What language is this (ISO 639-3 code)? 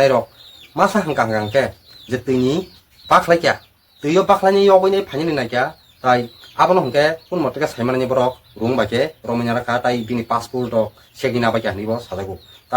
trp